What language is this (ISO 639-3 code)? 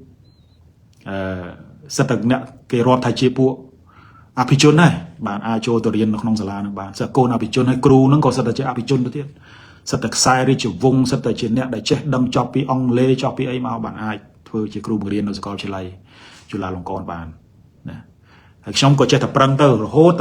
khm